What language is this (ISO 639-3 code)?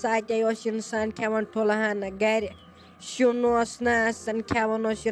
kas